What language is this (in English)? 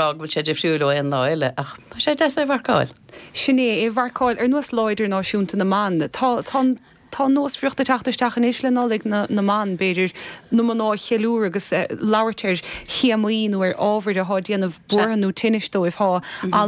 Irish